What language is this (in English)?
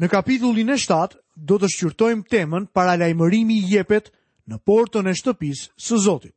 Albanian